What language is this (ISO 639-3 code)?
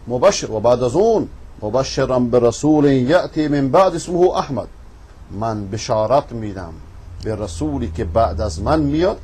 fas